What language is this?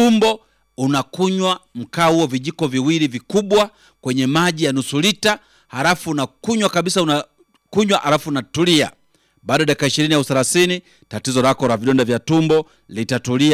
Swahili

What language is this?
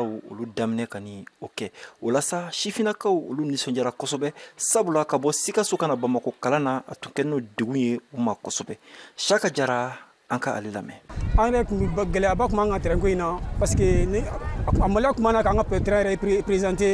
Bambara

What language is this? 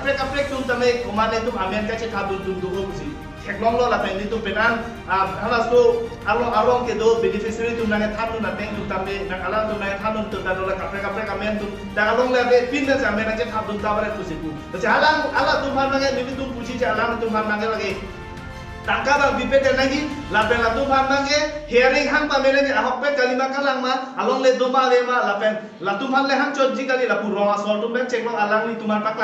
Karbi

